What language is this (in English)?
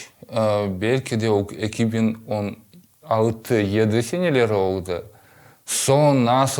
Crimean Tatar